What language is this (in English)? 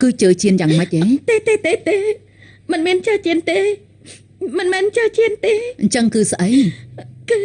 Khmer